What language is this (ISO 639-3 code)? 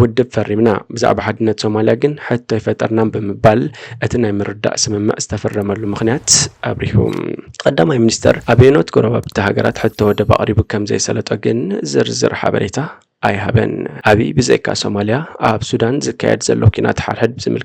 tir